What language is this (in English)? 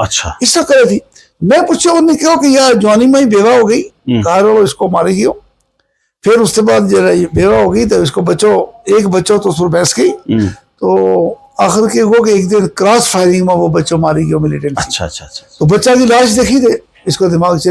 Gujari